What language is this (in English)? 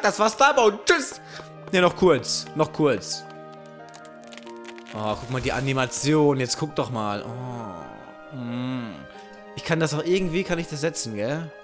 German